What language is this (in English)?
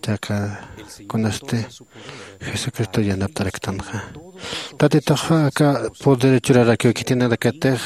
Aymara